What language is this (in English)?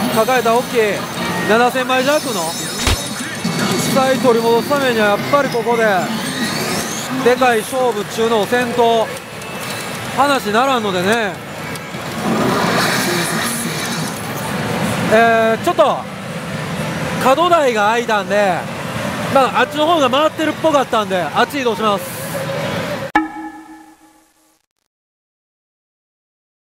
Japanese